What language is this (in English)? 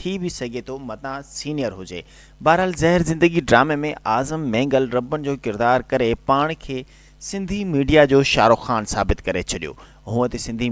Sindhi